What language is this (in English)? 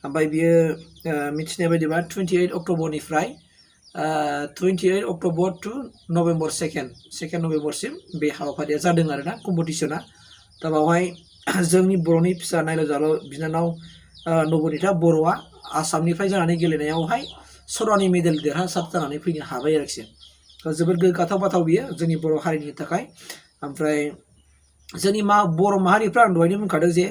Bodo